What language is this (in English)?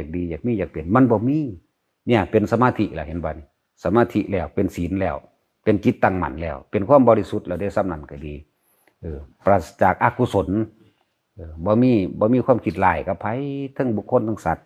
Lao